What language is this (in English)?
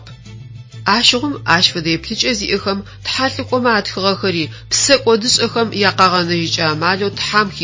Adyghe